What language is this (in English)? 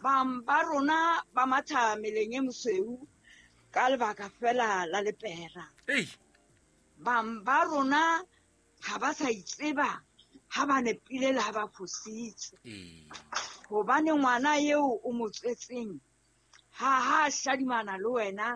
Southern Sotho